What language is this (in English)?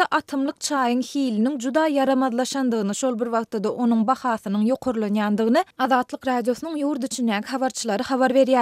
Turkmen